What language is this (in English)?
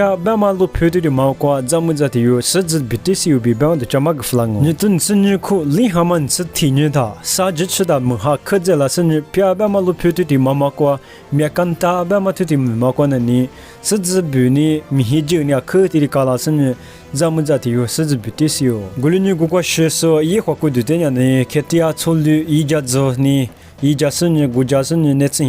Lisu